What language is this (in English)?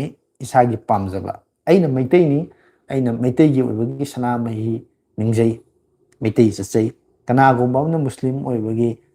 Manipuri